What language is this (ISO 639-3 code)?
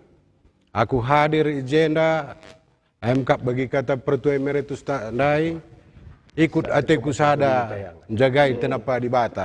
btx